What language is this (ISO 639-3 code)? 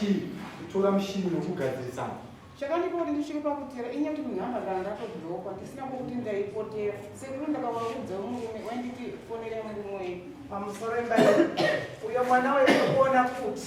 sna